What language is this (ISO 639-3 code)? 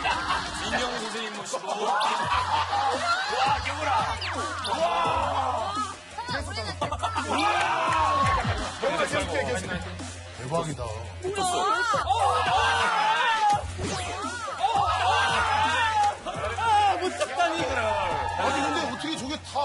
kor